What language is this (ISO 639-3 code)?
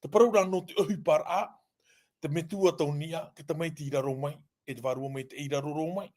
tah